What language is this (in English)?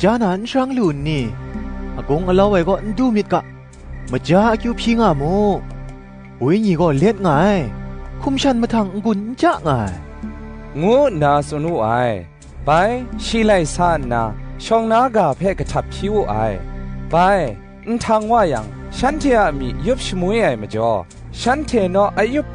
Kachin